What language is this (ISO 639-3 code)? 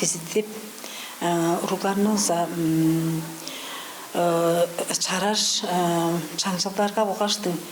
tyv